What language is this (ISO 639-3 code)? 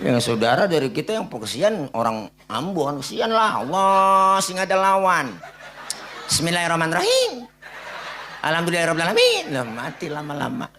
bew